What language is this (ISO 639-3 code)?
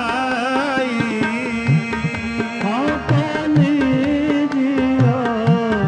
pan